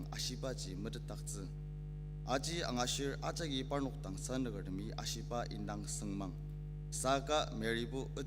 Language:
Ao Naga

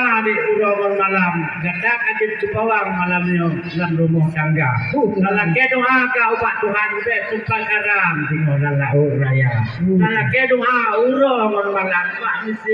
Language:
Achinese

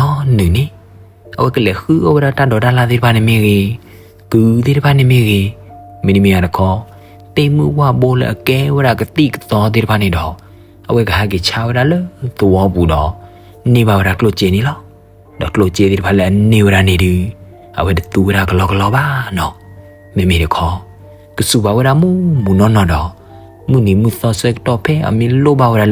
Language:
S'gaw Karen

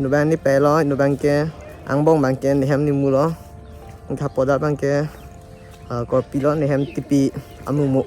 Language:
Karbi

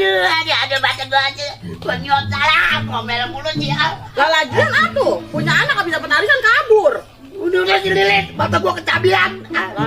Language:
Betawi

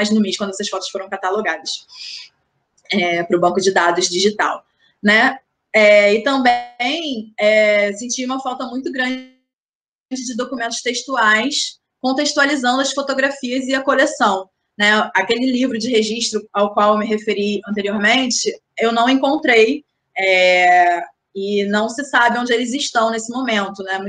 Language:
Portuguese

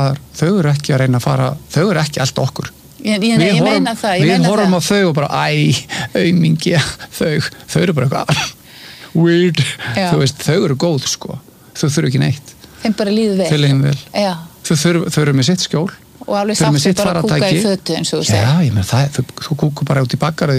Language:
Icelandic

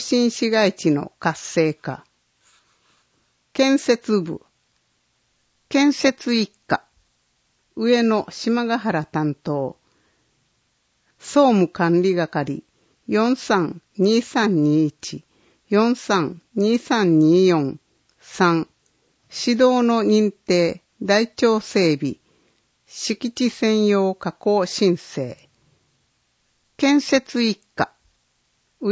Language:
Japanese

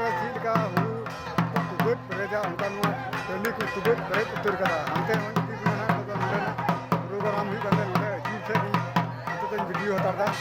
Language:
Santali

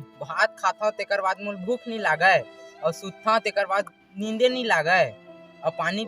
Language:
Chhattisgarhi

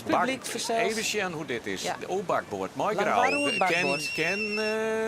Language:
Western Frisian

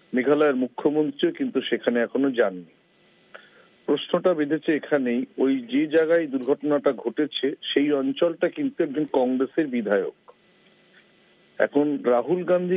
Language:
Bangla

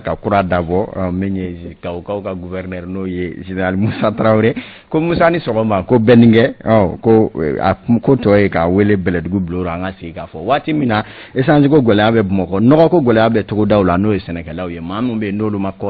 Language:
Bambara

